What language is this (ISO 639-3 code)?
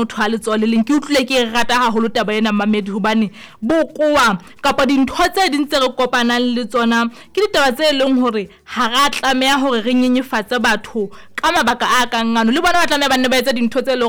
sot